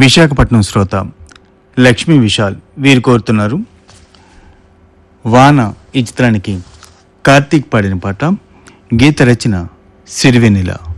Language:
Telugu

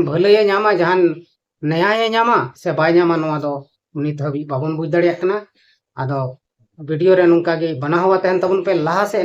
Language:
Santali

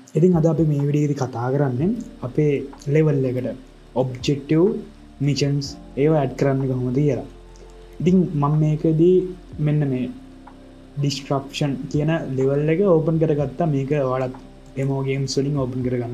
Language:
Sinhala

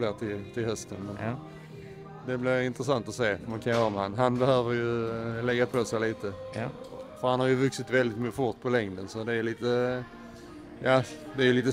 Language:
Swedish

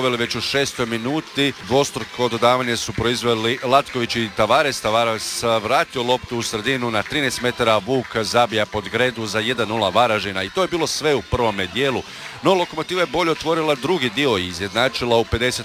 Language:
Croatian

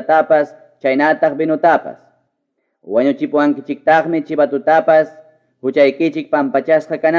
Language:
Ayacucho Quechua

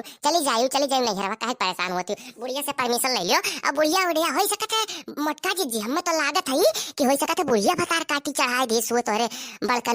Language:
Awadhi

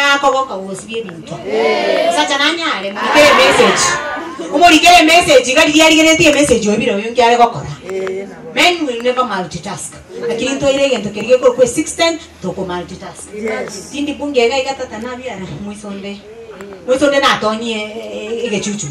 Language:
Gusii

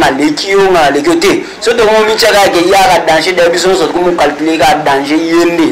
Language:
Lingala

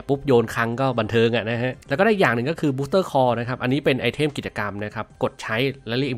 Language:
Thai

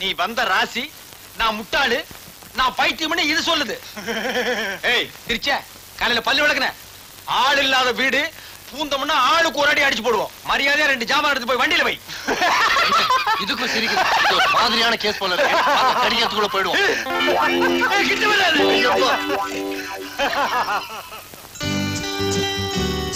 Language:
Tamil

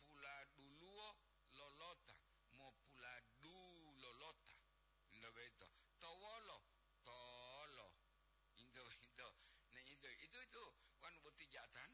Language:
Gorontalo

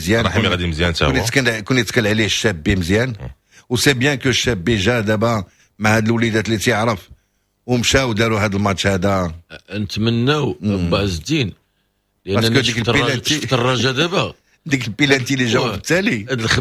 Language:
Moroccan Arabic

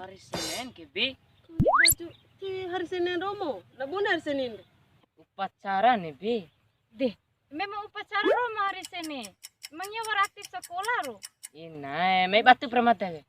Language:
Bima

